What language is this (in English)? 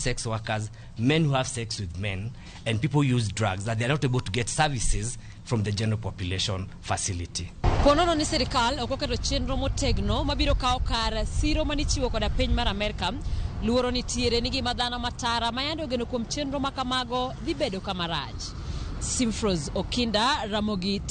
Luo (Kenya and Tanzania)